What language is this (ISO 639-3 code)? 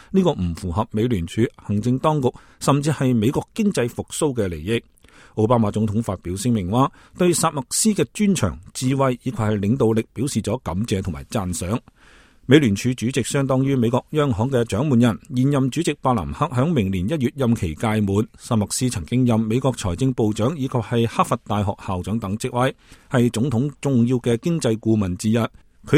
yue